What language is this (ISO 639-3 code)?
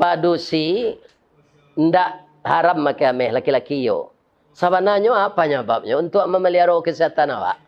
min